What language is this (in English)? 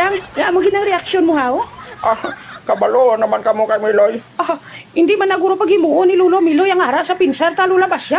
Hiligaynon